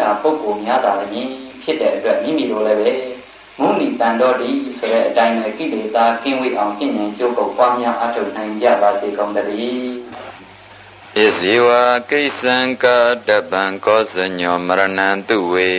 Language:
Burmese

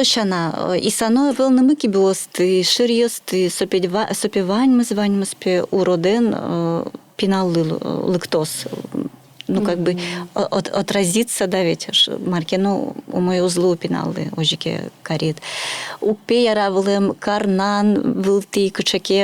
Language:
Udmurt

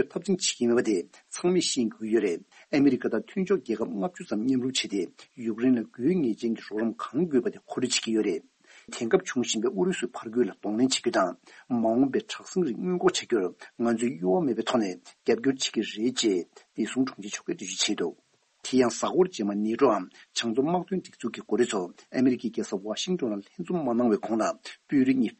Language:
Tibetan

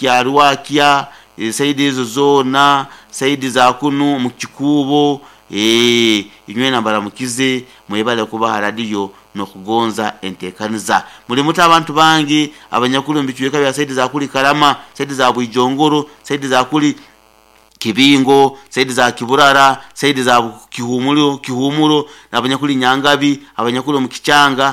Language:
Nyoro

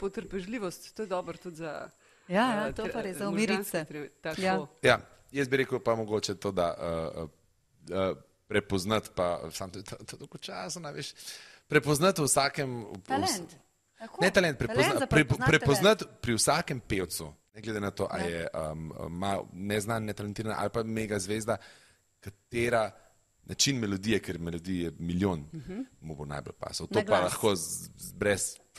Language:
Slovenian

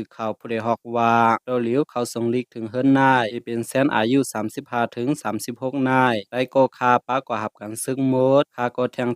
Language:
Shan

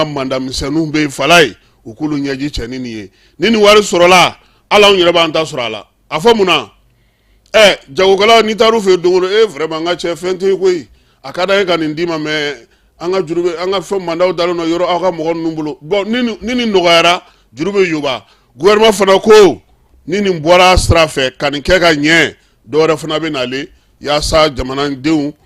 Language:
Bambara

